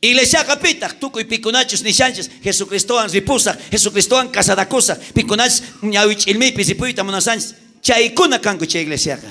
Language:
South Bolivian Quechua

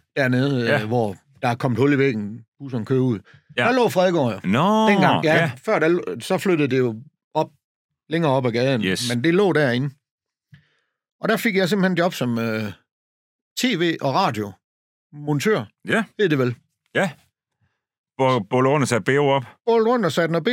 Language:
Danish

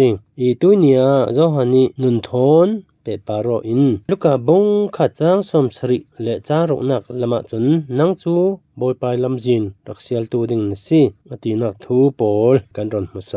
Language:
Falam Chin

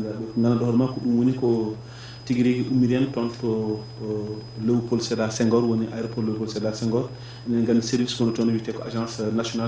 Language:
Fula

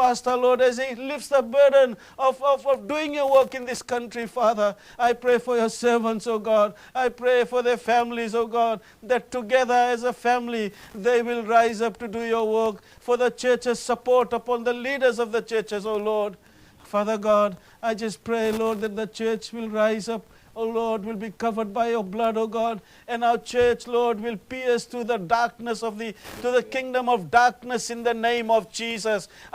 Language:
Fijian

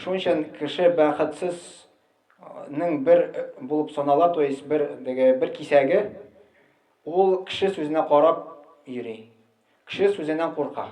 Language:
Tatar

